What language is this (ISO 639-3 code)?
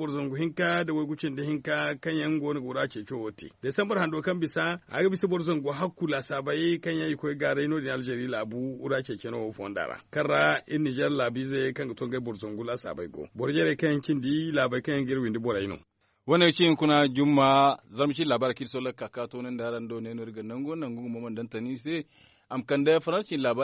dje